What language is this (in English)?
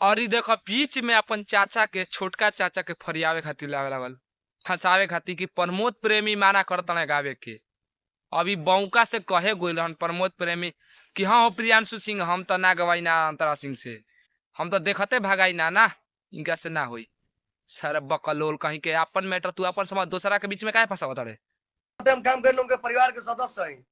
Bhojpuri